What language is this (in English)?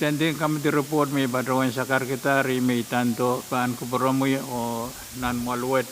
Pohnpeian